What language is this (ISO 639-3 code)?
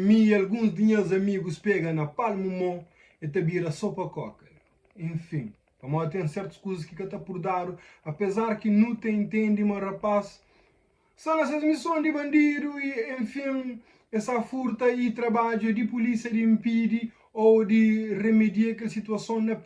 kea